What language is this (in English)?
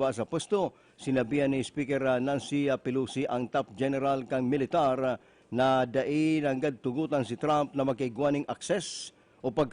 Bikol